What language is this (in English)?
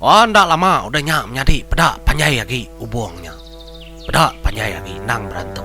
Iban